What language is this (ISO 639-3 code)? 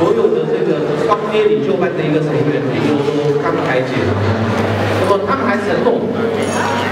zho